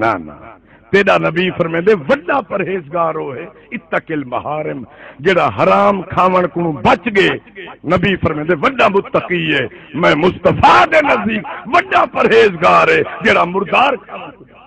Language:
Saraiki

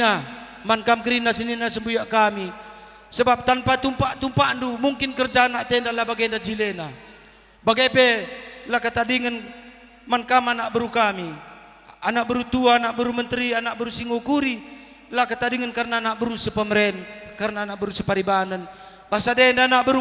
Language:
Batak Karo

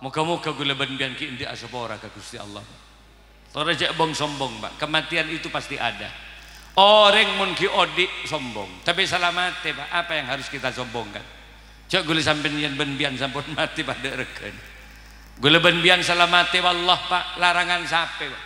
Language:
Madurese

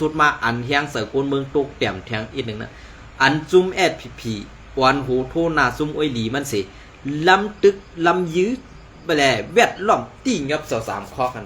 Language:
Shan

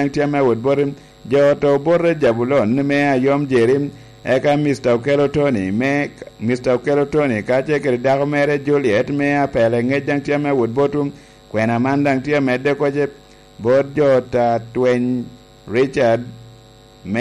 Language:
Lango (Uganda)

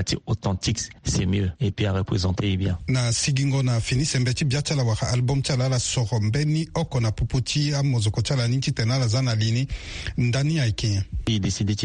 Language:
Sango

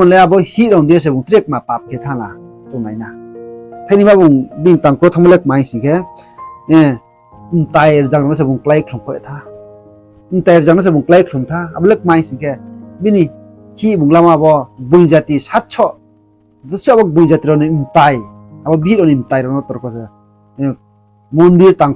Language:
Riang (India)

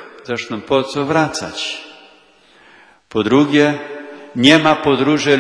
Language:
Polish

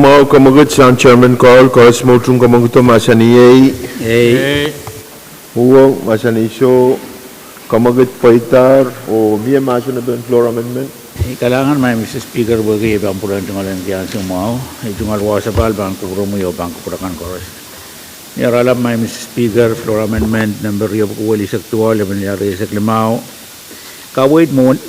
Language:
Pohnpeian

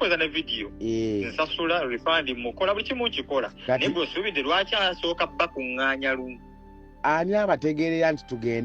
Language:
Ganda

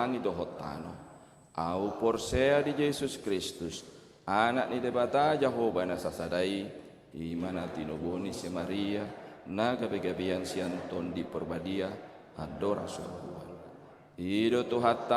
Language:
Batak Toba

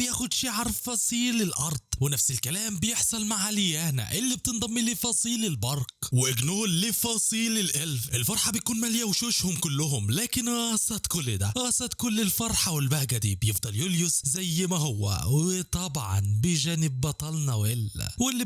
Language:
Egyptian Arabic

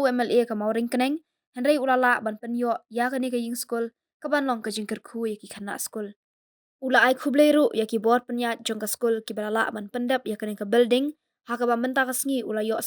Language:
Khasi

